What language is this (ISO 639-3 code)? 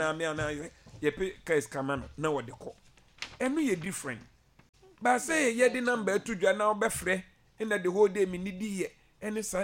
aka